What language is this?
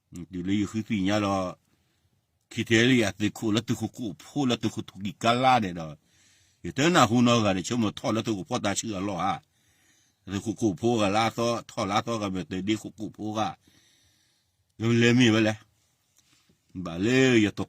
S'gaw Karen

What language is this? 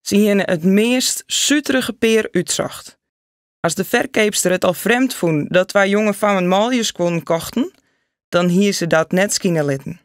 Western Frisian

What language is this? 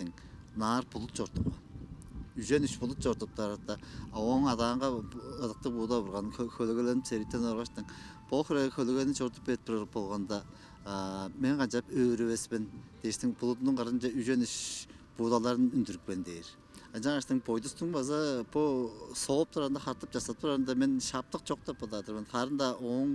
Tuvinian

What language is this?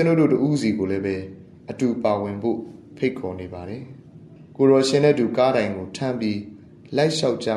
Burmese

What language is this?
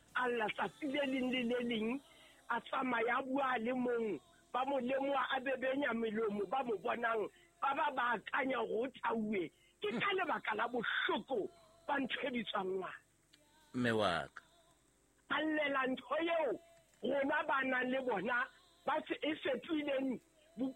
Southern Sotho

